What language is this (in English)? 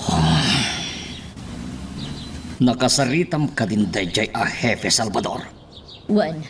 Iloko